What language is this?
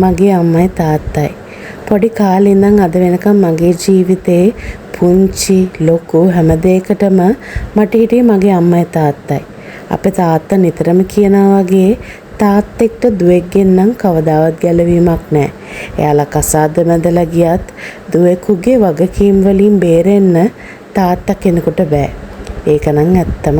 Sinhala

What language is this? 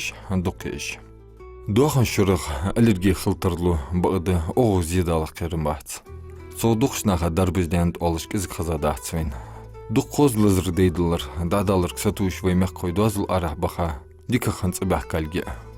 Ingush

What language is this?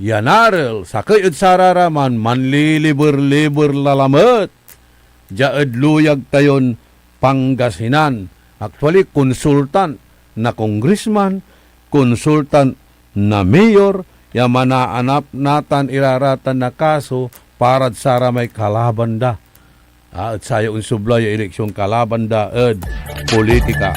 Pangasinan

